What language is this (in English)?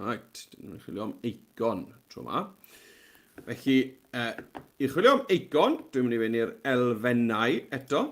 Welsh